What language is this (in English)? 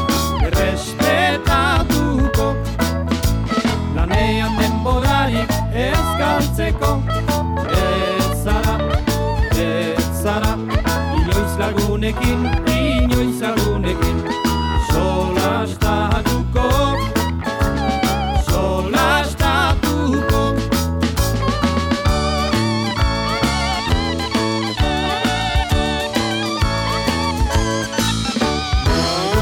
Basque